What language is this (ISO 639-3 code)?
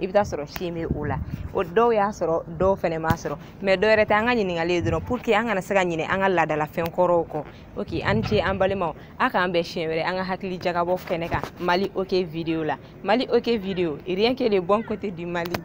bam